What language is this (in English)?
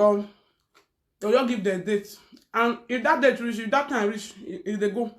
Nigerian Pidgin